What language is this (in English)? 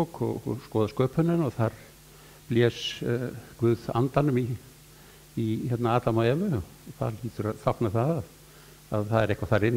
Icelandic